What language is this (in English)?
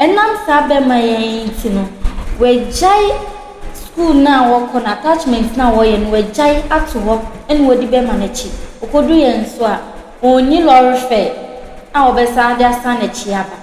Akan